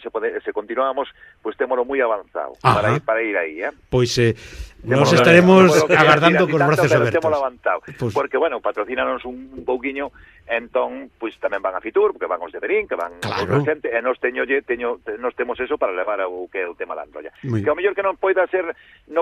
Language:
Galician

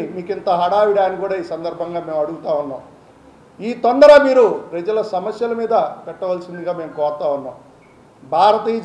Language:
Telugu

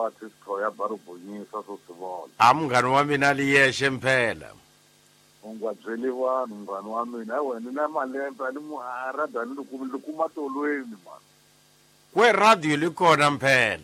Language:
Tsonga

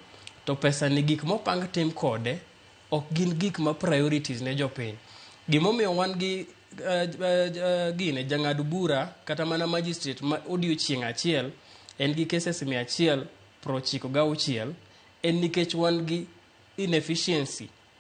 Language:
Luo (Kenya and Tanzania)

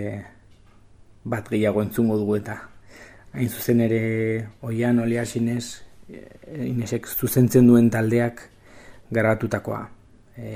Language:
Basque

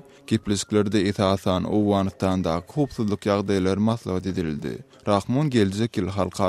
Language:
Turkmen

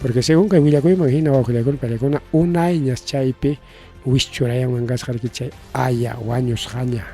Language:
Ayacucho Quechua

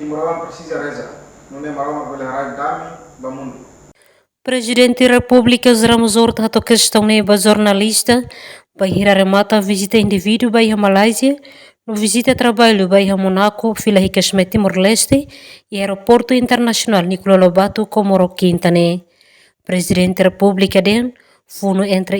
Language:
Tetum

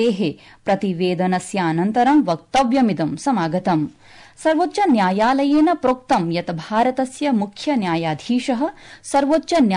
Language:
Sanskrit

